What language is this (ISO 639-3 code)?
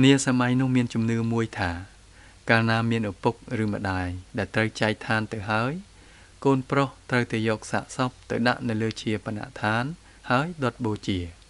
khm